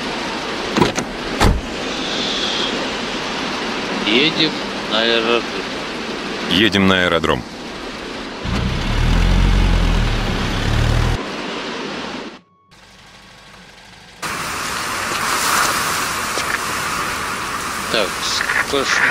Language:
Russian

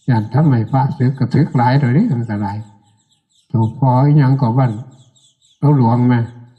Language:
Northeastern Thai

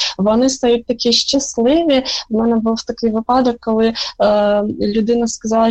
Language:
Ukrainian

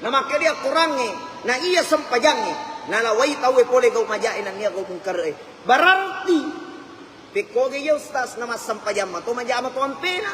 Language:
Buginese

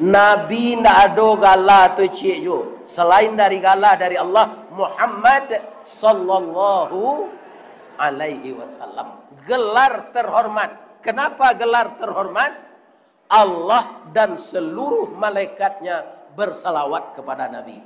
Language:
Minangkabau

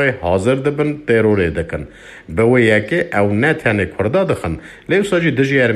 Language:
Kurdish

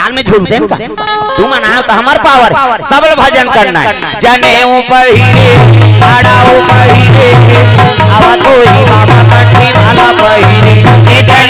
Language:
Chhattisgarhi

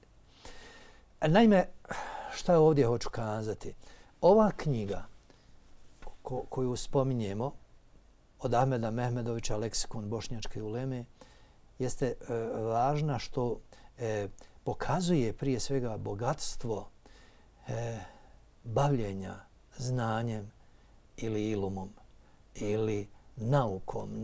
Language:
Bosnian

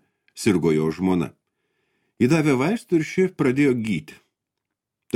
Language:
Lithuanian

